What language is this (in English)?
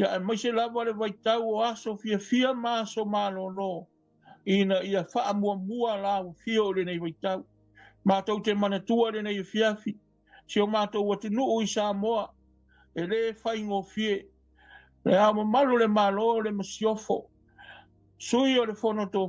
Samoan